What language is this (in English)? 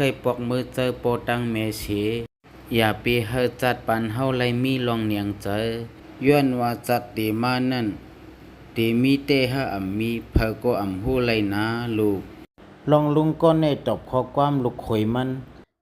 Shan